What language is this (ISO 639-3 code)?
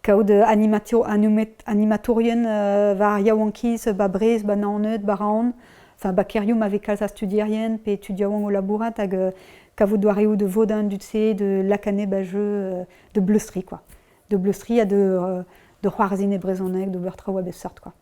bre